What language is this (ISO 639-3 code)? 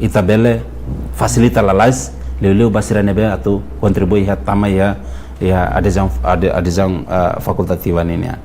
tet